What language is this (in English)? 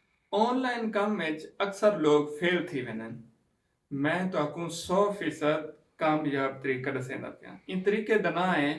Saraiki